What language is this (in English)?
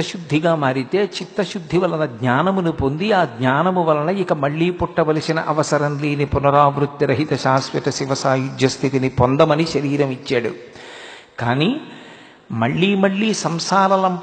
Telugu